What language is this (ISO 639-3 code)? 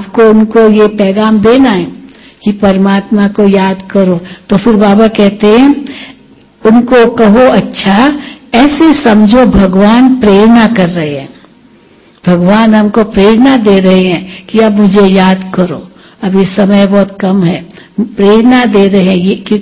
hin